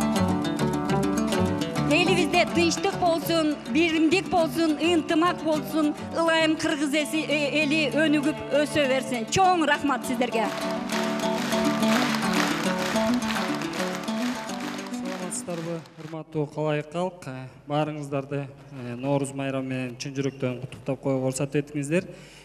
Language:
Kyrgyz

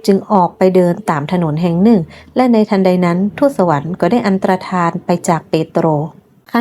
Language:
Northern Thai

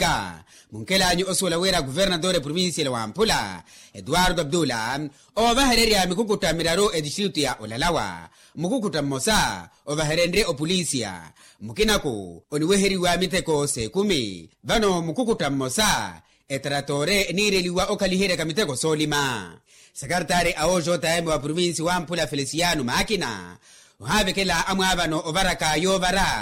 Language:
Makhuwa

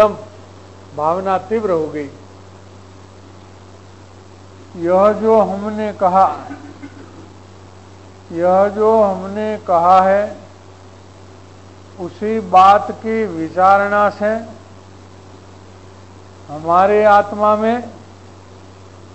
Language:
Hindi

